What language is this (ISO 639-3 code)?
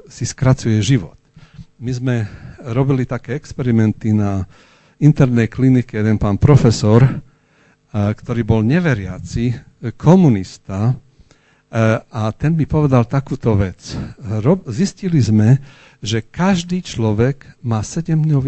slk